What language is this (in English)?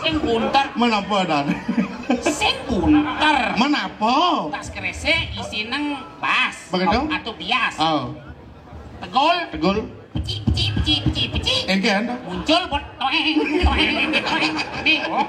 Balinese